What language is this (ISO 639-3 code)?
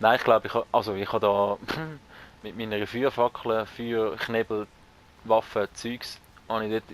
gsw